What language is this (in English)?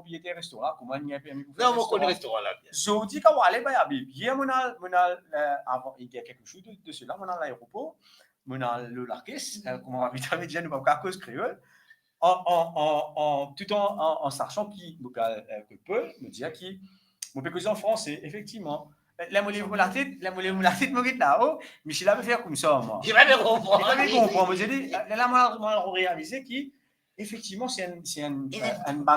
Morisyen